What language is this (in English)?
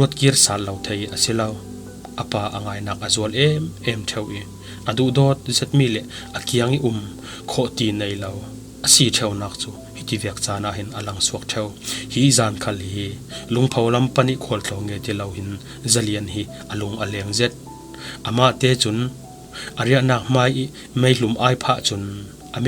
Falam Chin